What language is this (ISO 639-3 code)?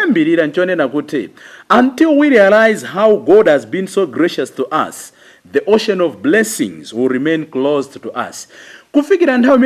nya